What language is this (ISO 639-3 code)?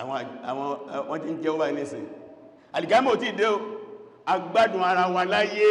yor